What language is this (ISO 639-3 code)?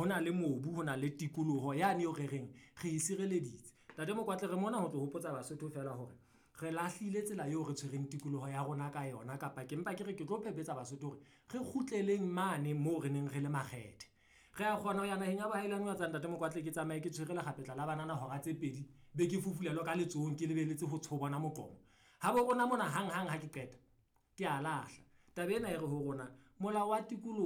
sot